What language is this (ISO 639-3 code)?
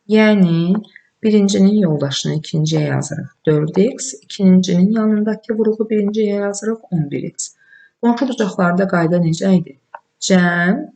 aze